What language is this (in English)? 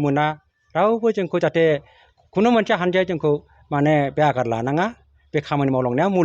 Bodo